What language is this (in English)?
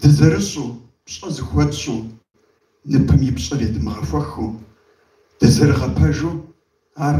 Kabardian